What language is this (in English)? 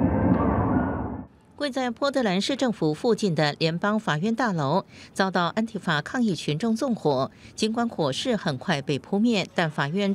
Chinese